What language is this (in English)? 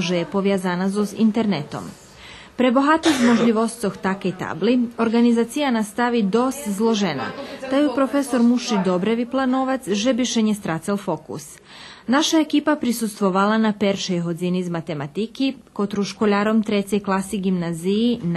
Rusyn